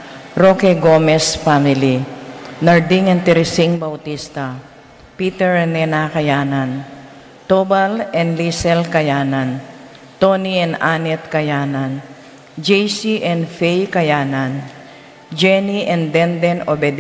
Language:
Pampanga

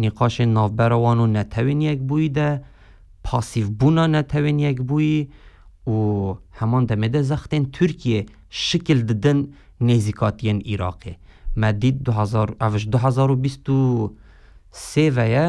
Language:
Kurdish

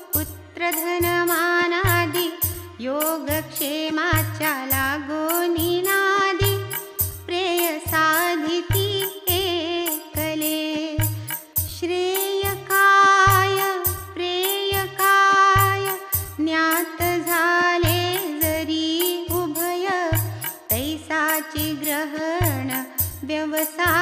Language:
Marathi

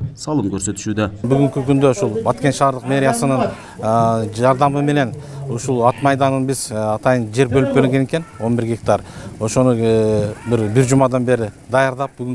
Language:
Kyrgyz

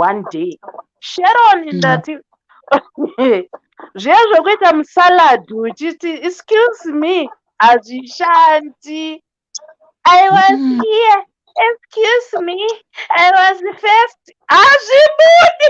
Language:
Shona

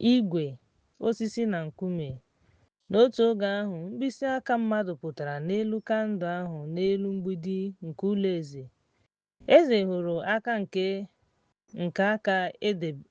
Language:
Igbo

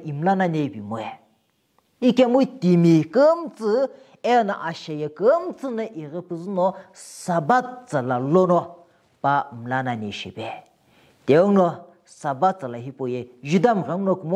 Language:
Sumi Naga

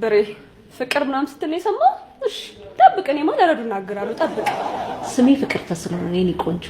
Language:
Amharic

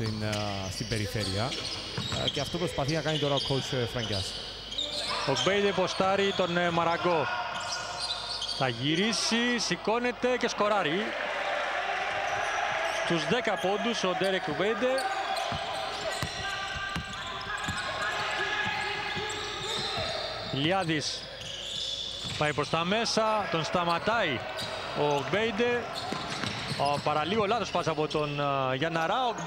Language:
Greek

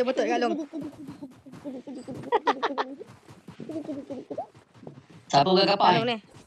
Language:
Malay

